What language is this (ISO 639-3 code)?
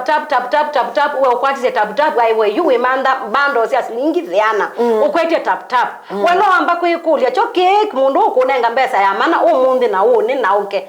kam